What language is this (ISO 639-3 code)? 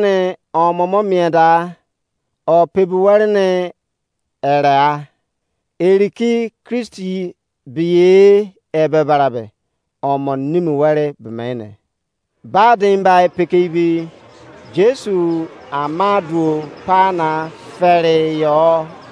ijc